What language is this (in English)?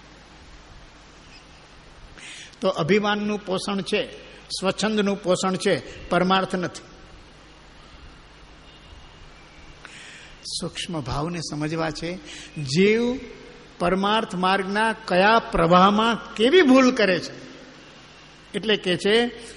Gujarati